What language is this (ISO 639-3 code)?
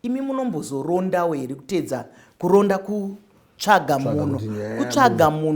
sna